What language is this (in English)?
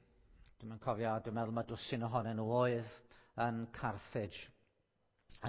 Welsh